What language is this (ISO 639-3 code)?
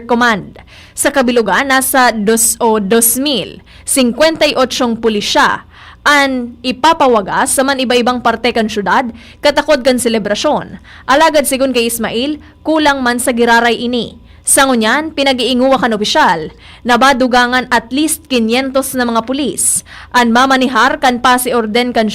bik